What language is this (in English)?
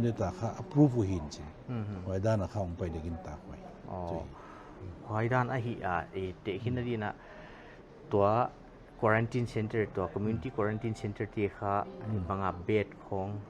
Paite Chin